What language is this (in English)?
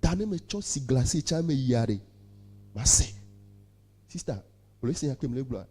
Ewe